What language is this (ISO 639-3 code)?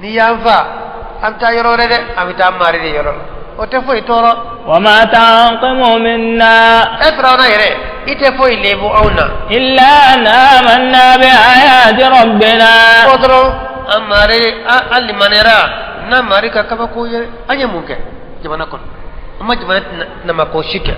bam